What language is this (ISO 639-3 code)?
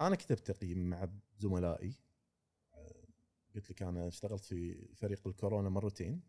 afb